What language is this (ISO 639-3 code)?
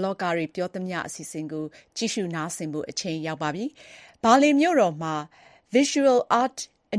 mya